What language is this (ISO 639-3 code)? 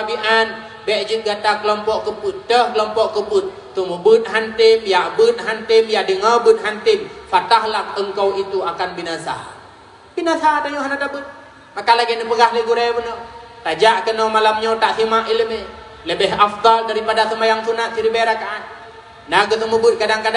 ace